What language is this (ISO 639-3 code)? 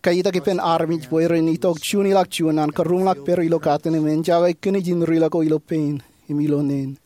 mah